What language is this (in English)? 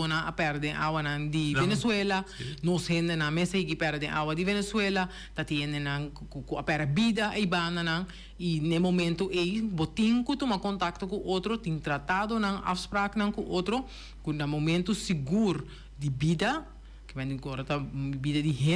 Papiamento